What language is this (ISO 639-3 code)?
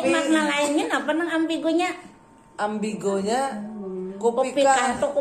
bjn